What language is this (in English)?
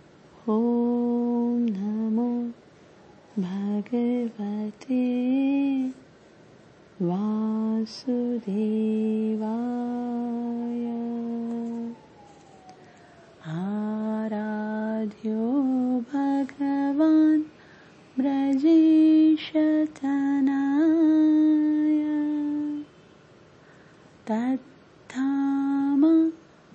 Hindi